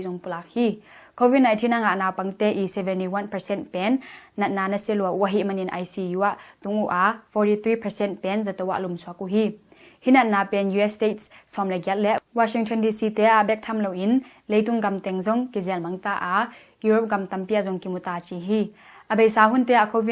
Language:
Tedim Chin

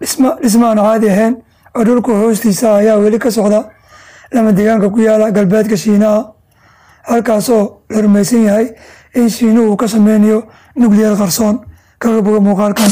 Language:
Somali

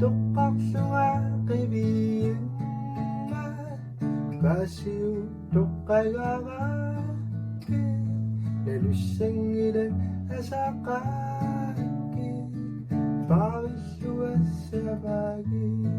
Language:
Kalaallisut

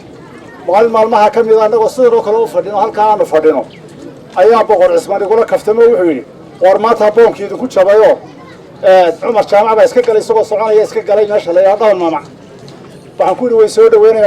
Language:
Somali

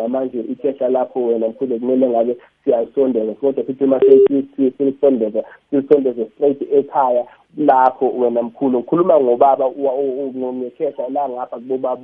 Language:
South Ndebele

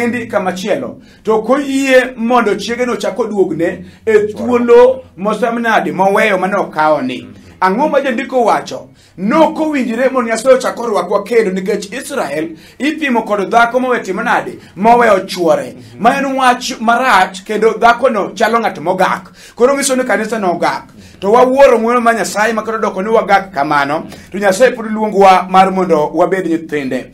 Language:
Luo (Kenya and Tanzania)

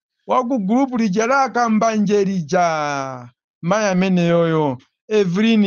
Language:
Nyanja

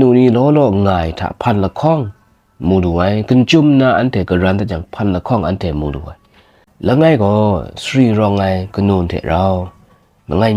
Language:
Kachin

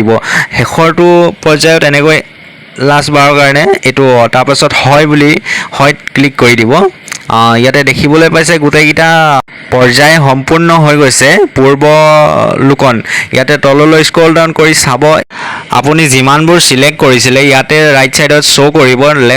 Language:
Assamese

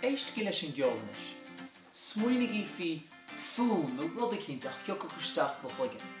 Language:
Irish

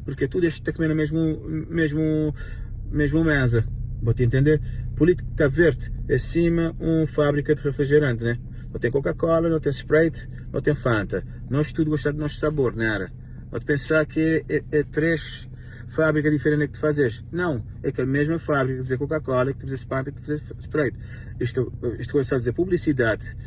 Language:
Kabuverdianu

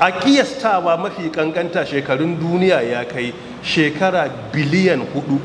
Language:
Hausa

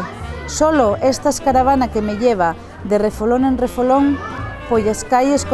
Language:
Asturian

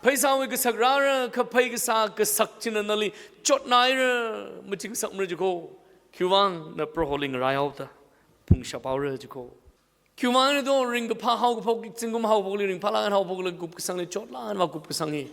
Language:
Tangkhul Naga (India)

